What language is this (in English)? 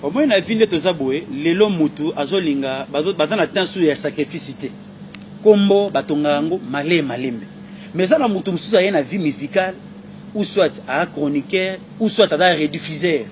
Lingala